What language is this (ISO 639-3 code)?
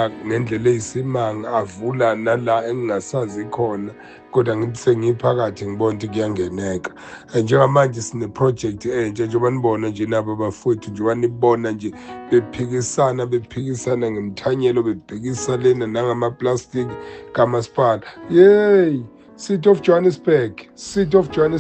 zul